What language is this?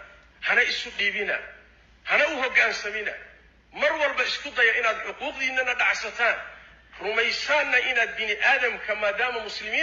Somali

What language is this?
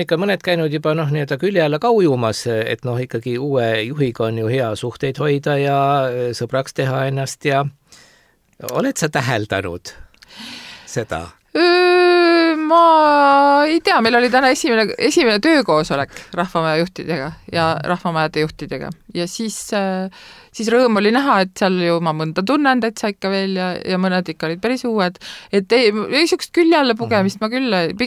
Estonian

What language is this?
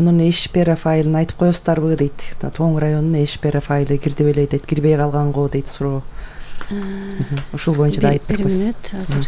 Kyrgyz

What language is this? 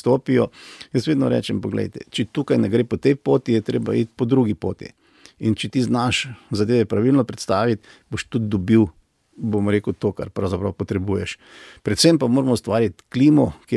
Slovenian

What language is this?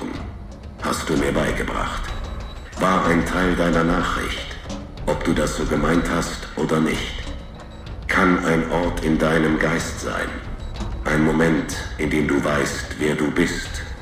Bavarian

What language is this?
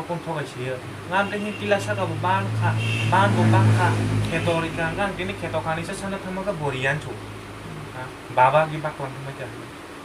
Kok Borok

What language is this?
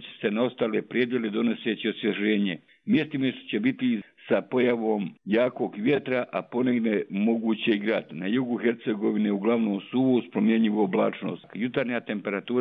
Bosnian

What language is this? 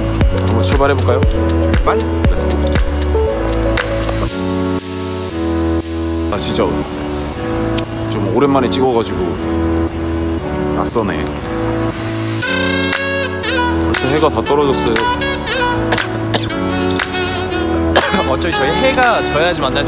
Korean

